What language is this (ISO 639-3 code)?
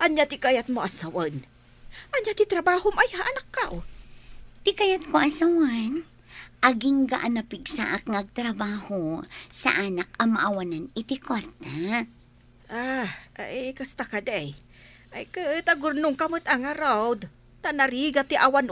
ilo